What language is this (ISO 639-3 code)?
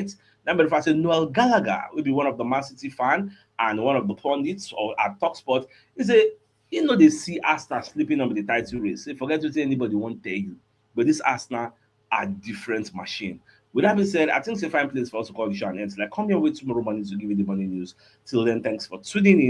pcm